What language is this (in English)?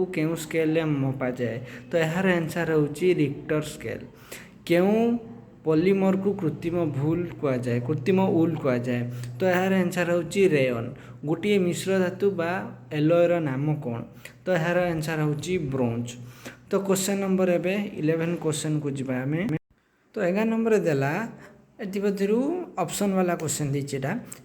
Odia